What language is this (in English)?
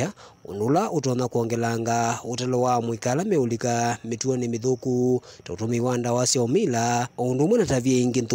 Kamba